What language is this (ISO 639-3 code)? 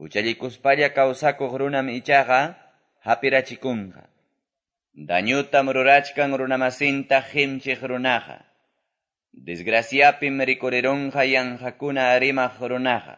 que